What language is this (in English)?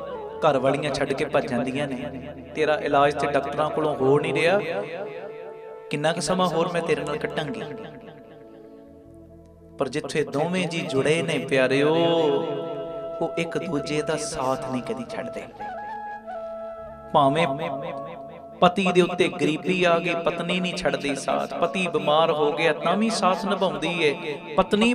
Punjabi